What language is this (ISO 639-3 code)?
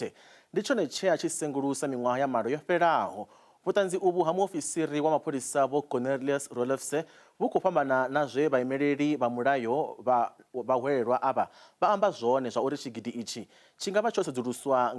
ven